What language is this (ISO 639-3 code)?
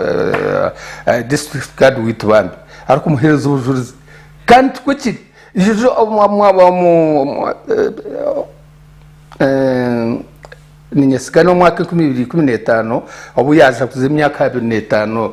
nyn